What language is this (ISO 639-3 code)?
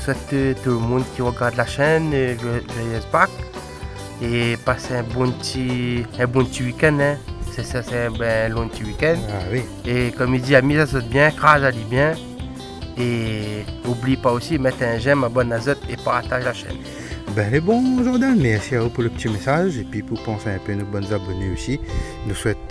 rcf